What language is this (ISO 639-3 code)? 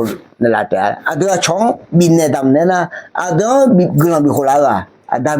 ahk